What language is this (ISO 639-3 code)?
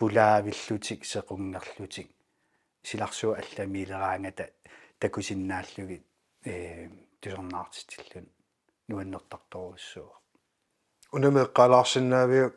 kal